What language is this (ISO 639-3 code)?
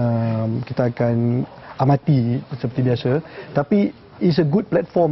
msa